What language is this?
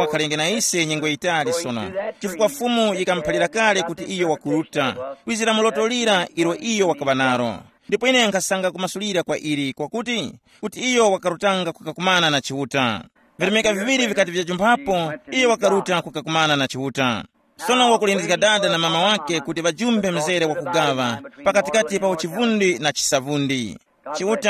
Tumbuka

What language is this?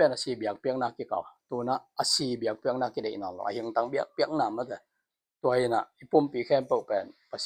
Tedim Chin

